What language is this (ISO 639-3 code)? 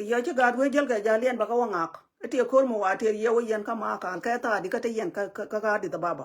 nus